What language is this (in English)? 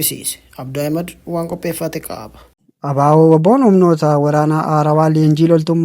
Oromo